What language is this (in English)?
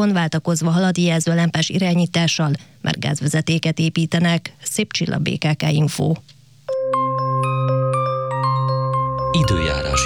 Hungarian